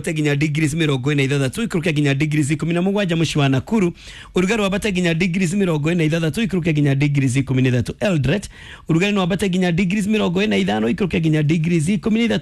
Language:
Kikuyu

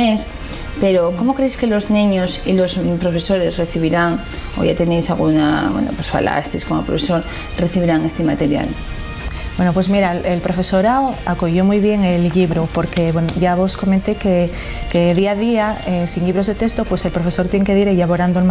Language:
Asturian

